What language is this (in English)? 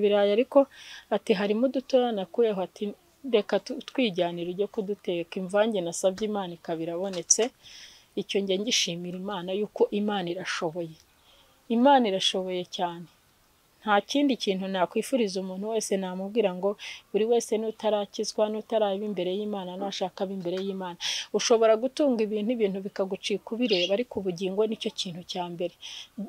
Kinyarwanda